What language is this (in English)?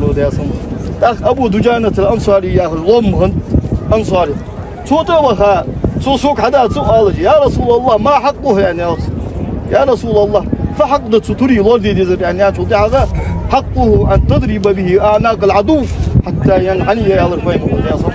Ingush